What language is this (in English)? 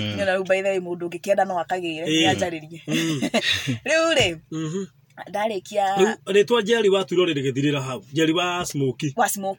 Kikuyu